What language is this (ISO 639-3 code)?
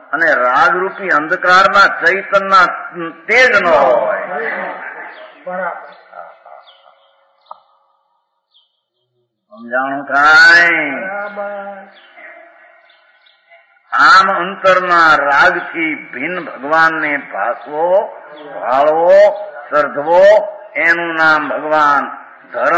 guj